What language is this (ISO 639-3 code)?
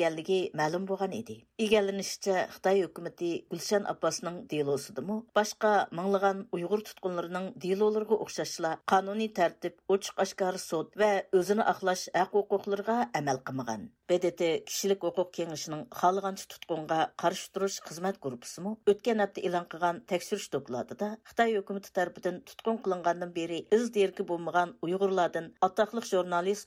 uig